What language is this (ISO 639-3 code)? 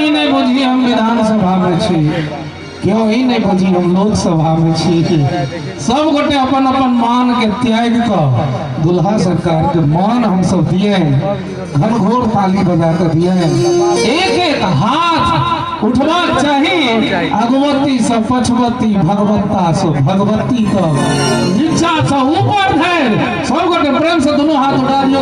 mai